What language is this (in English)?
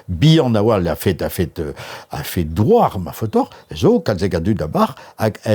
Breton